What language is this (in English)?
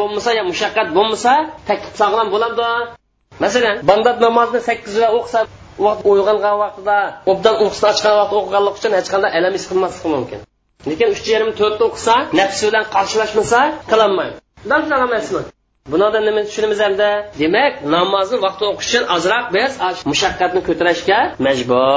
Uyghur